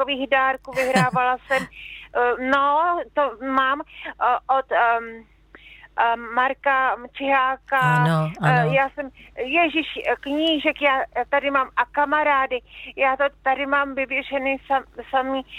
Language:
Czech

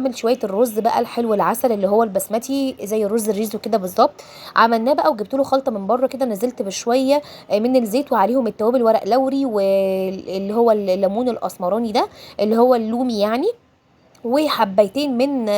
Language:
Egyptian Arabic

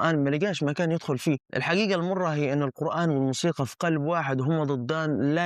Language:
Egyptian Arabic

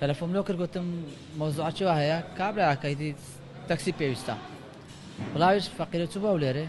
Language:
Central Kurdish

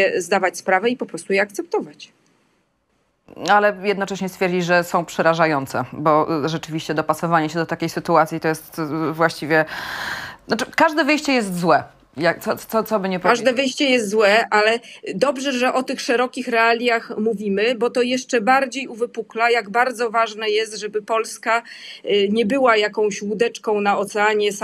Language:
Polish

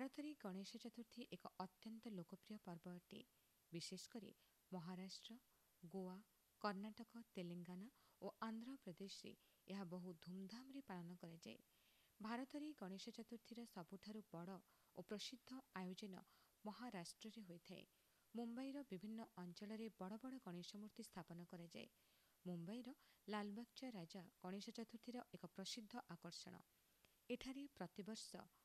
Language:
Odia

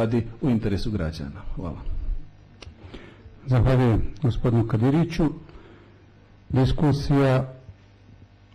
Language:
Bosnian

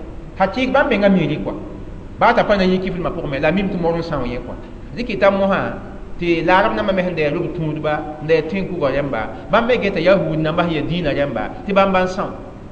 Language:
Mossi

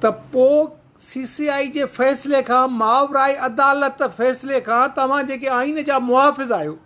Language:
Sindhi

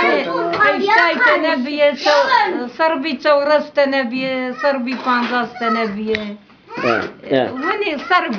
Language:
Zaza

